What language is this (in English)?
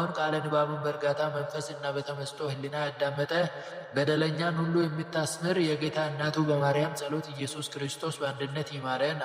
Amharic